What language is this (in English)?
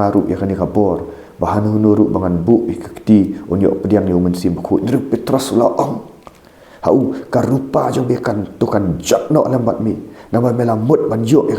Khasi